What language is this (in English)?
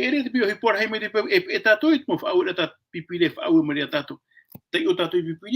Tahitian